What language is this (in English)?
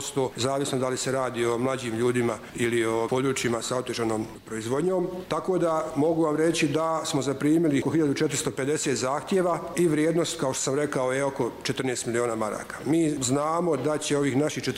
Bosnian